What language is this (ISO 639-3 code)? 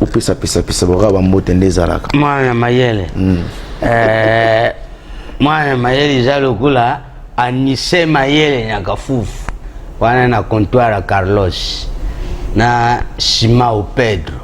lin